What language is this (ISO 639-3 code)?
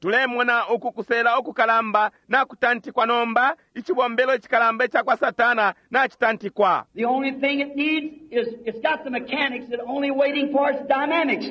bem